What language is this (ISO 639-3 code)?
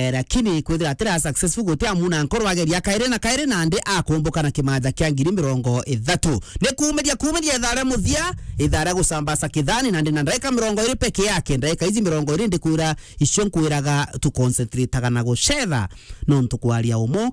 mer